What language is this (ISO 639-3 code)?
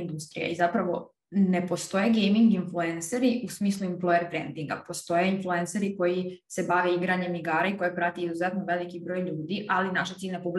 srp